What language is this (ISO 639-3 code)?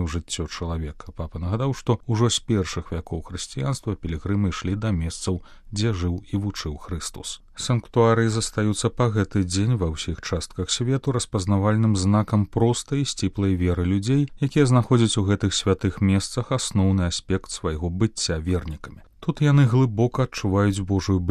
bel